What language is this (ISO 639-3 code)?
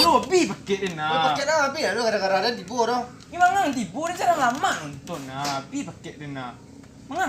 min